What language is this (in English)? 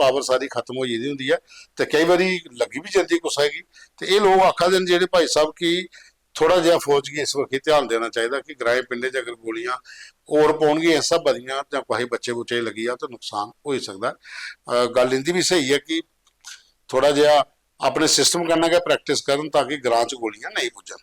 Dogri